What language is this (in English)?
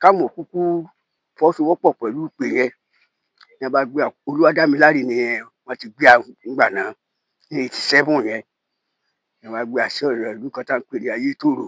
Yoruba